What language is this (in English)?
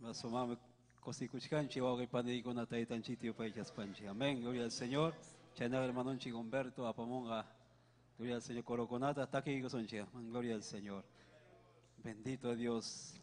Ayacucho Quechua